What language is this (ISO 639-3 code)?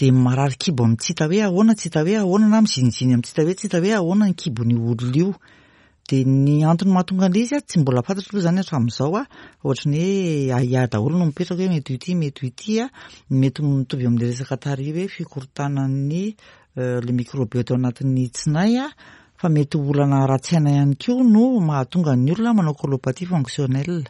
mlg